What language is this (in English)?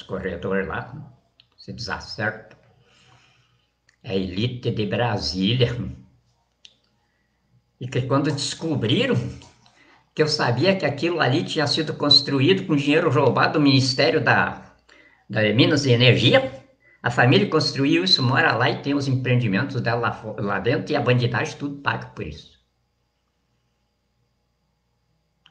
Portuguese